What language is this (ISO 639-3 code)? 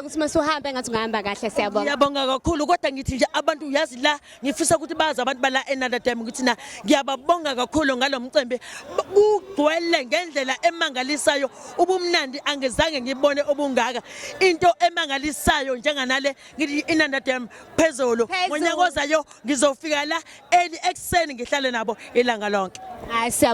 zul